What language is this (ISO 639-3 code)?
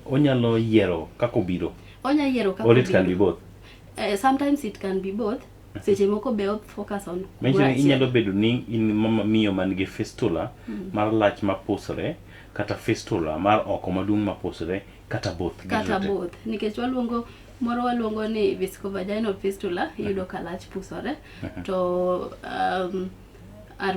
luo